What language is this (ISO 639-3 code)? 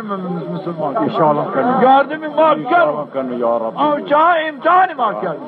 zza